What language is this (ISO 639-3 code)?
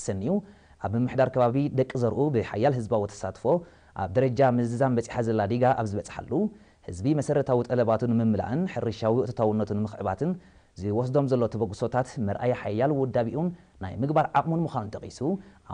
tir